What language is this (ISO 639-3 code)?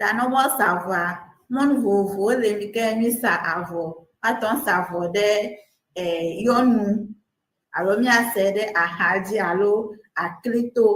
ewe